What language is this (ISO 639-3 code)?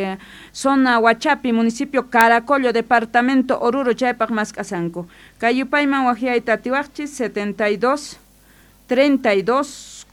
que